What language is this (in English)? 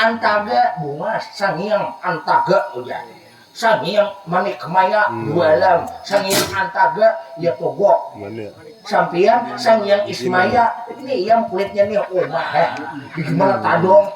Banjar